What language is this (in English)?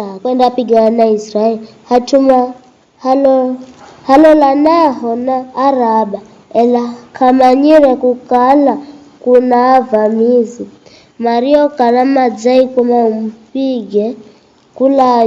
Giryama